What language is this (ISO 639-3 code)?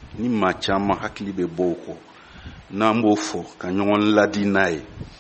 bam